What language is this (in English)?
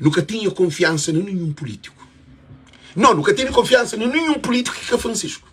Kabuverdianu